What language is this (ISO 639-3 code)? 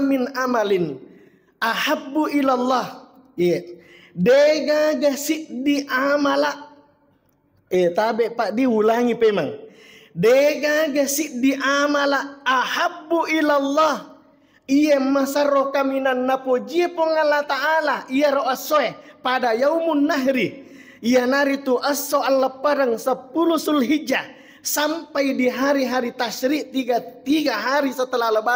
bug